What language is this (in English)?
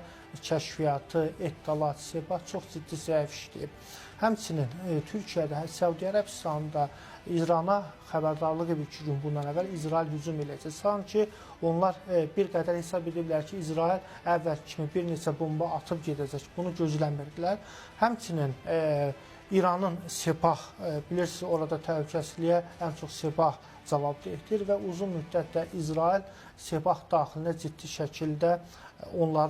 Azerbaijani